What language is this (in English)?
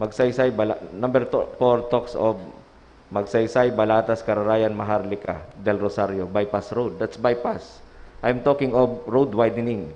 Bikol